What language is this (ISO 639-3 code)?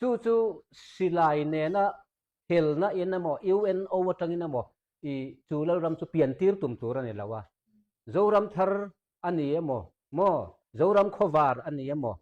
lus